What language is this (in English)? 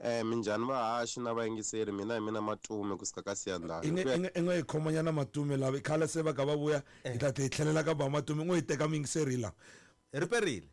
Tsonga